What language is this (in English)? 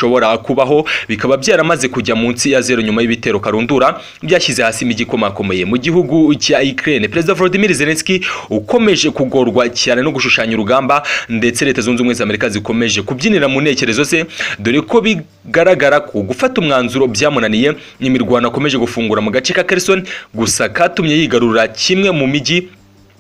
Kinyarwanda